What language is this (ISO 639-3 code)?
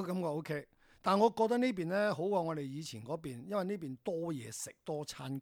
yue